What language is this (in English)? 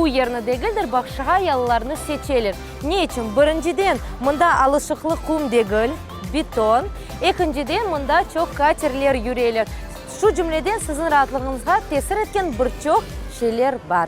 Crimean Tatar